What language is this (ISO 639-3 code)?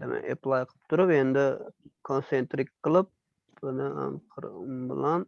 uzb